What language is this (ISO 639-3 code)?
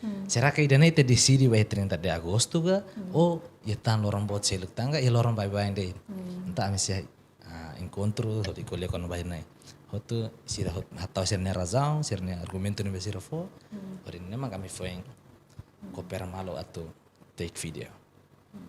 tet